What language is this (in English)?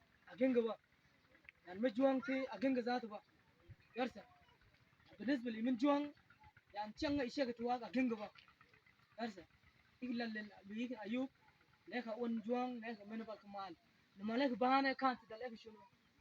Mabaan